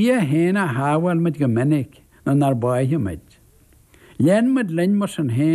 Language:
Irish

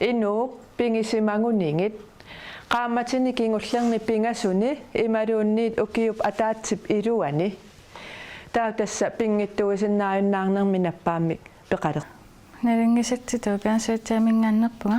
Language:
Kalaallisut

